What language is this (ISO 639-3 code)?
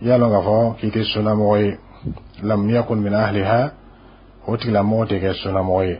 bam